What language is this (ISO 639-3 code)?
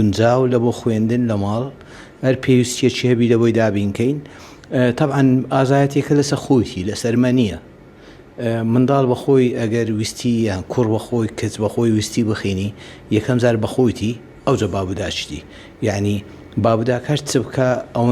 ckb